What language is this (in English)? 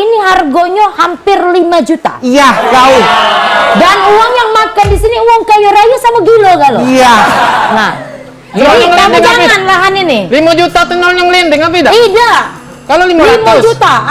Musi